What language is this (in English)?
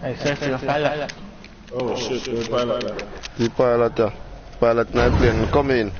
Jamaican Creole English